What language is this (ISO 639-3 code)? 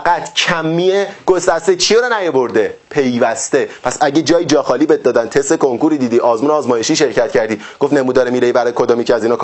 fas